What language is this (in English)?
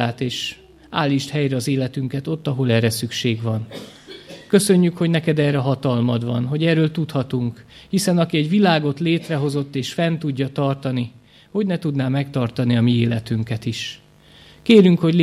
Hungarian